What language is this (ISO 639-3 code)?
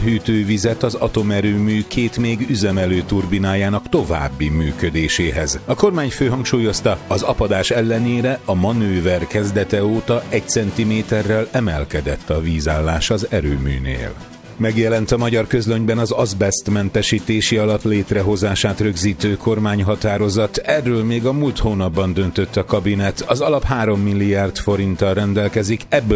hun